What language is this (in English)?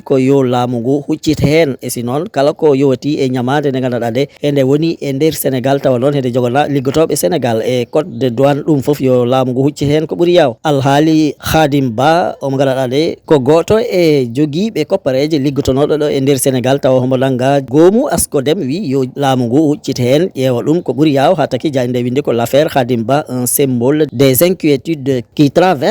Fula